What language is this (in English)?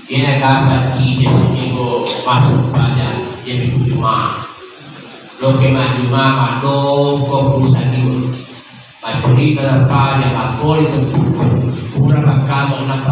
Buginese